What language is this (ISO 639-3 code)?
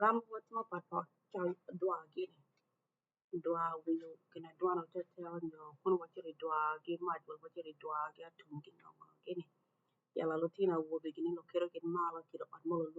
ach